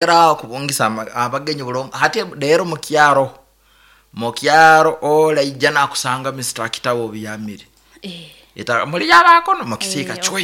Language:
Nyoro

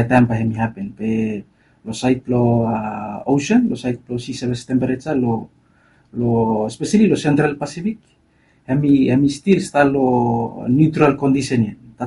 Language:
Bislama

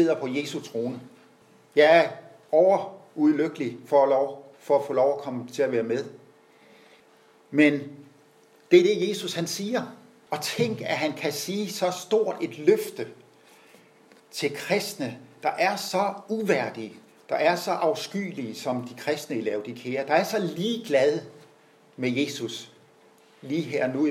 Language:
Danish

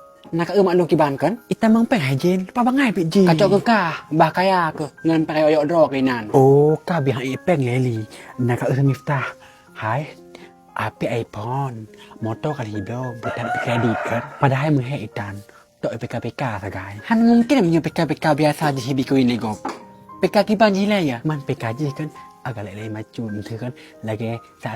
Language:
Achinese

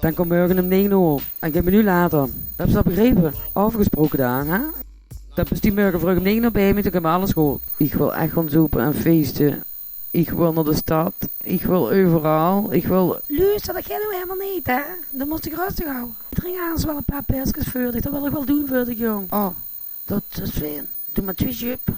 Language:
Limburgish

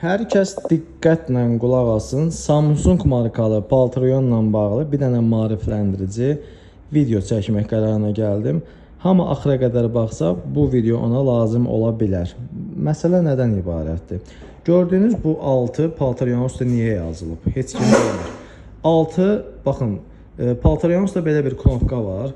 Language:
Azerbaijani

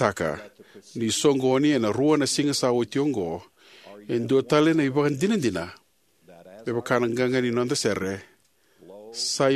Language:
Fijian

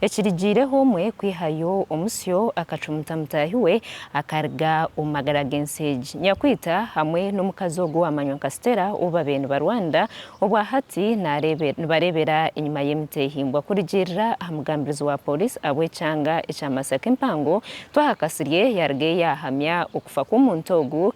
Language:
Nyankole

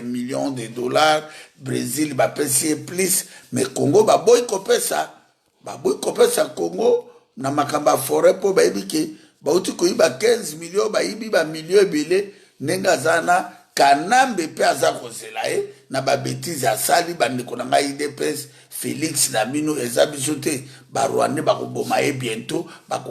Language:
Lingala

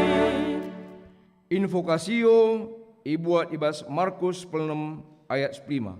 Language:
Batak Karo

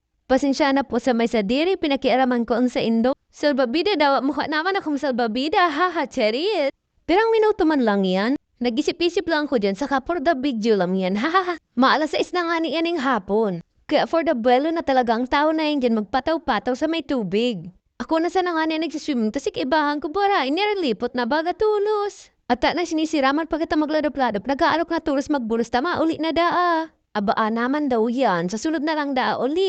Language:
Bikol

